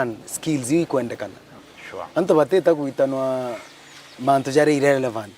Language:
Meru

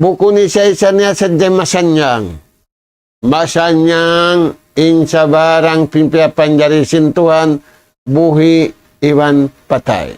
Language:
Tausug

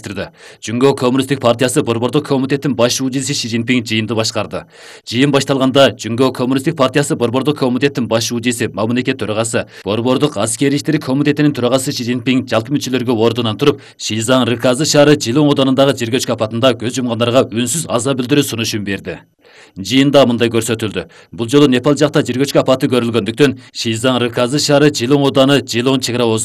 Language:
Kyrgyz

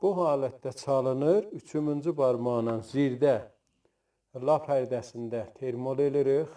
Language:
South Azerbaijani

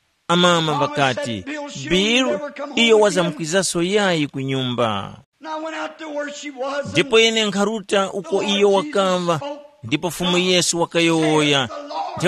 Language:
Tumbuka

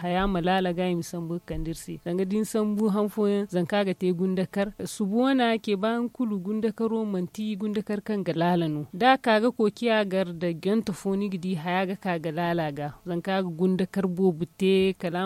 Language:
Zarma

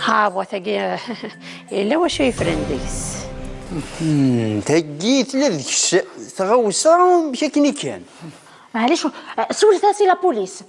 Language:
Kabyle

